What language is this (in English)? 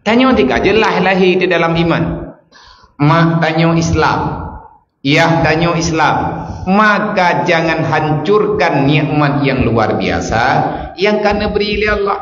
Achinese